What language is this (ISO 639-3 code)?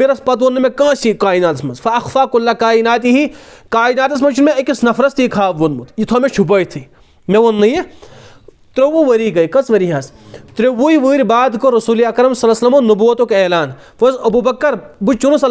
kas